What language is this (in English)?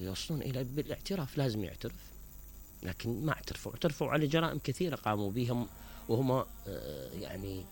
Mesopotamian Arabic